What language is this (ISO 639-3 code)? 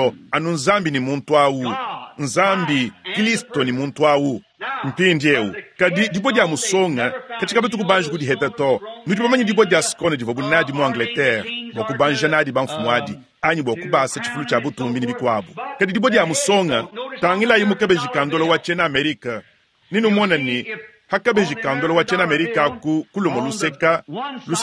lua